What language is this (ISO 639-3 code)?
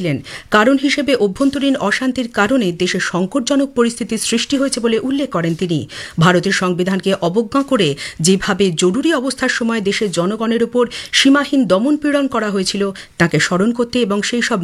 ben